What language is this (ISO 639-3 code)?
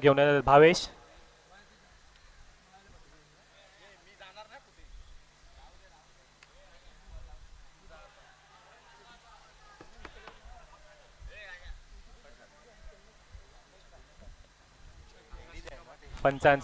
mar